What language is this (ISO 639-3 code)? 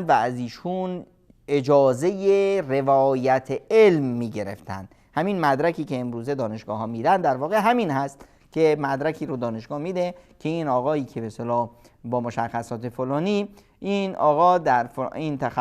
fas